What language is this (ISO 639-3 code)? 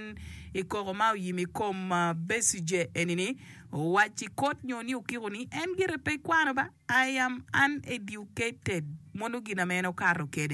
ach